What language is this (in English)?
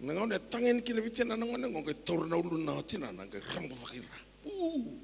Fijian